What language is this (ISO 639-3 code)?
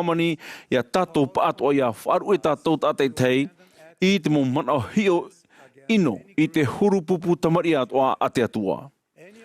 tah